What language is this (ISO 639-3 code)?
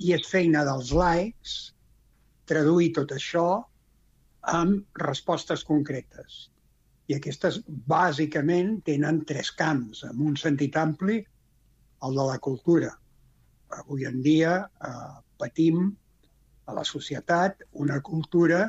cat